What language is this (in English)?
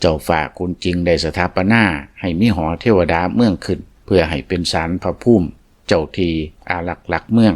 Lao